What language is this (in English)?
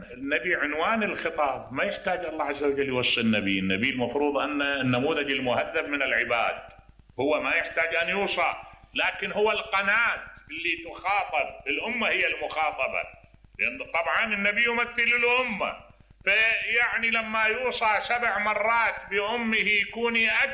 Mesopotamian Arabic